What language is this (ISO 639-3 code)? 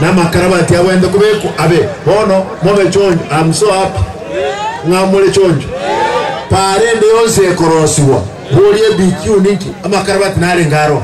guz